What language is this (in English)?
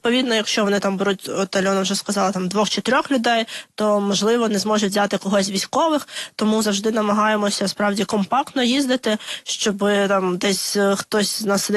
Ukrainian